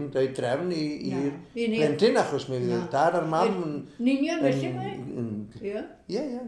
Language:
Welsh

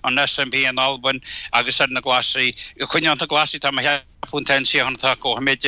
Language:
Irish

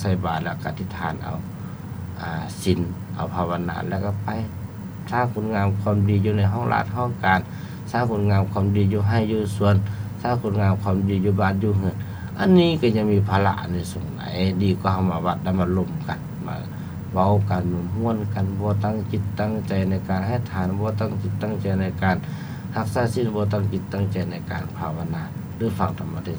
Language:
Lao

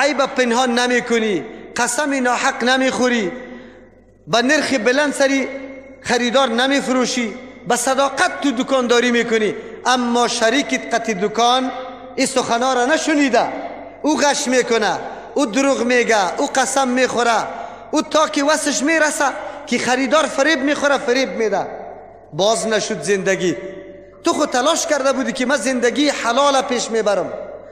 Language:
Persian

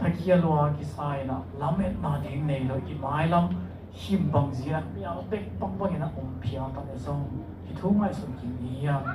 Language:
Tedim Chin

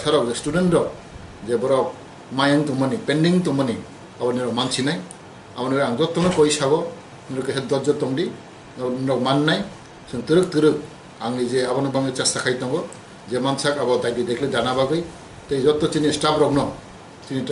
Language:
Kok Borok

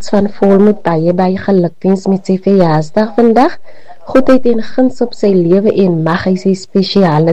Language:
Afrikaans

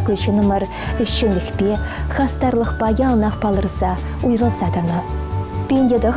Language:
Chuvash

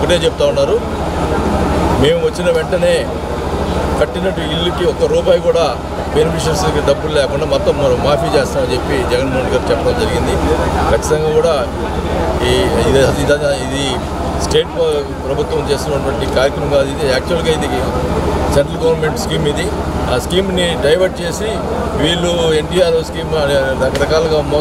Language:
Telugu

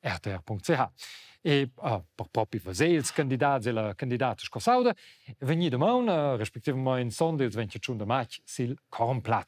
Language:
Romansh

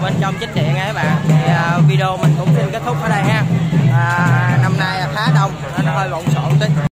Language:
Vietnamese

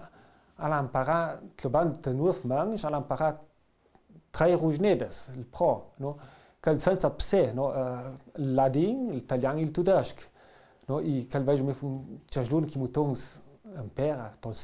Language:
Ladin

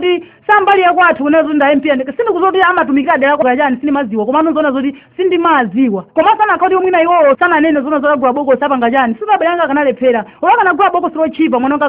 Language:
Nyanja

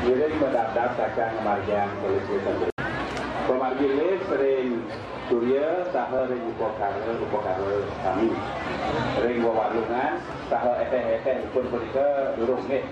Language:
Balinese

